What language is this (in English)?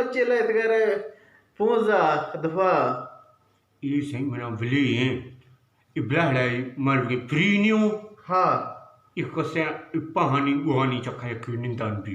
Eastern Balochi